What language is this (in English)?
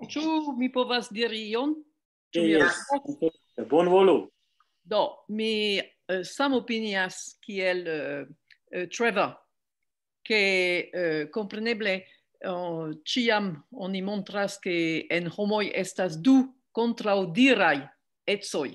Esperanto